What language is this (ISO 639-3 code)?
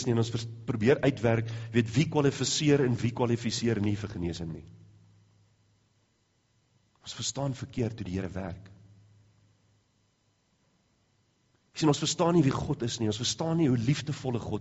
afr